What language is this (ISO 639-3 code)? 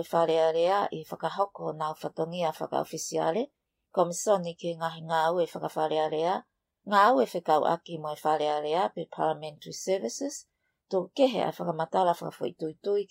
ton